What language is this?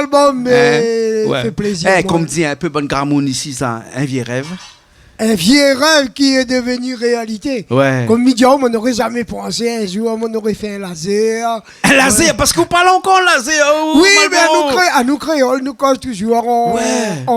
Réunion Creole French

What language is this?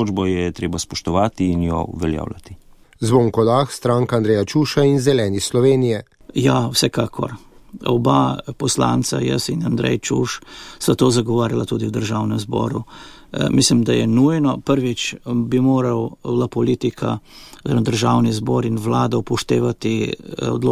Slovenian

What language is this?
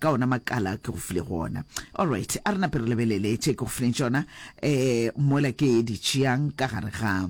Northern Sotho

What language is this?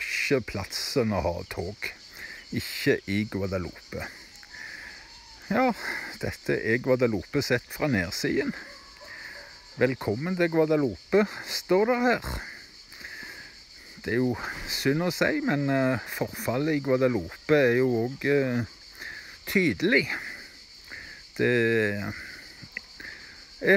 Norwegian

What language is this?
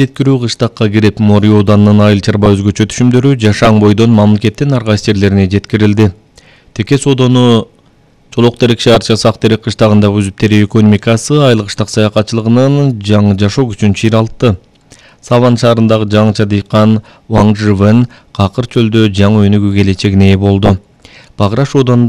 Kyrgyz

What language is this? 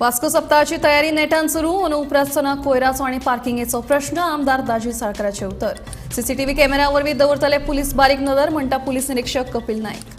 Konkani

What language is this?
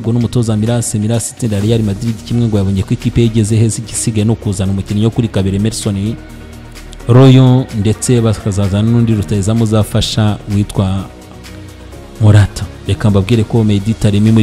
Kinyarwanda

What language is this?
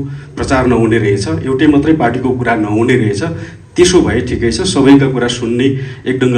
Nepali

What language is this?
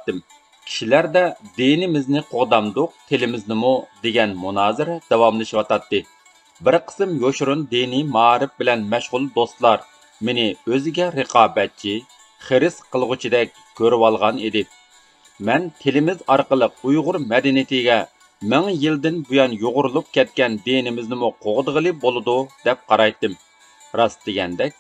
Uyghur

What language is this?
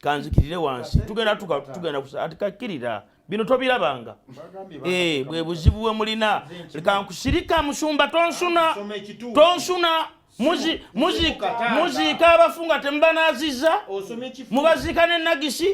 Ganda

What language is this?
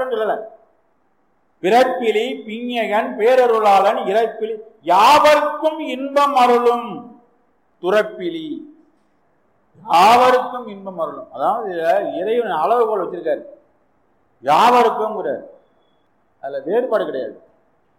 Tamil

